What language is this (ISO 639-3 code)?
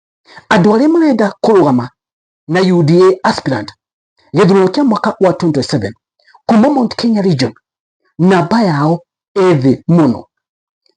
kik